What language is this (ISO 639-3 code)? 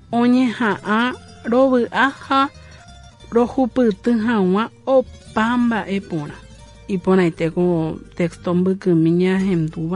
grn